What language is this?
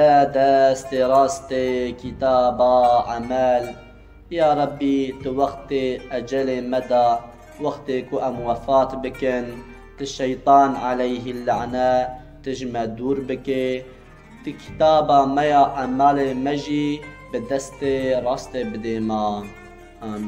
Kurdish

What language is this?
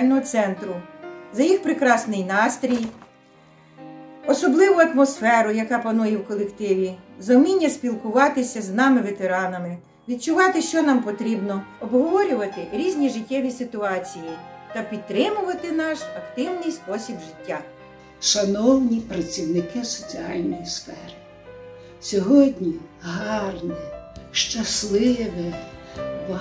Ukrainian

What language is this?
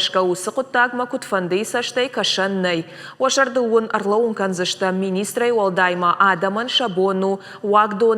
Ossetic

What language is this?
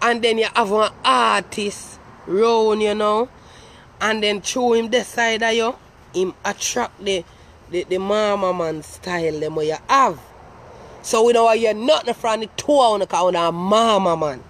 Jamaican Creole English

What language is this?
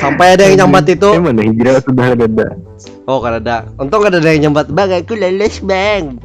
Banjar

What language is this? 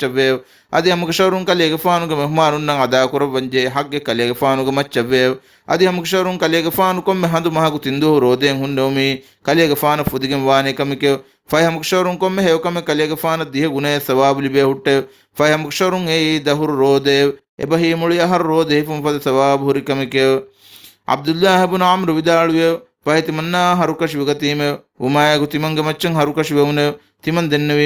Divehi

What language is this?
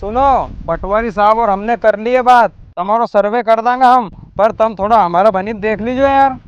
Rajasthani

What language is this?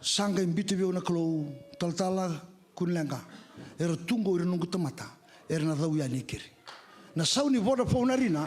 Fijian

